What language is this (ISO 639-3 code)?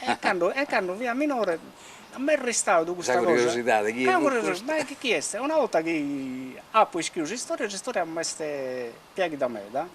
srd